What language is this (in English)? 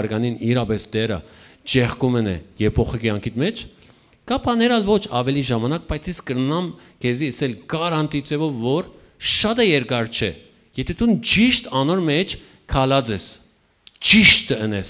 Western Armenian